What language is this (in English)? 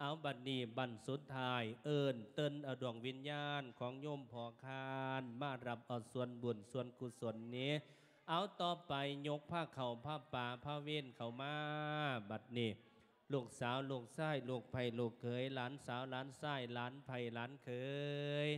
Lao